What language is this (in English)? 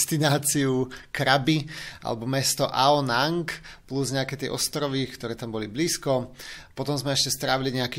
Slovak